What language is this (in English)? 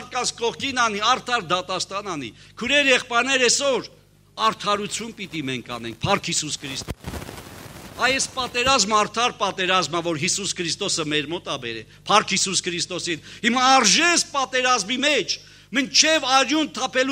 Armenian